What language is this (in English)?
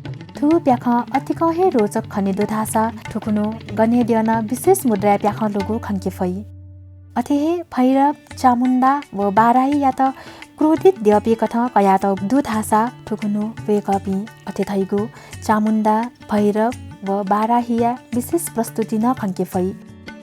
Newari